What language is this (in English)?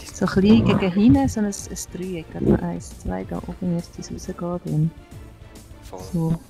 Swiss German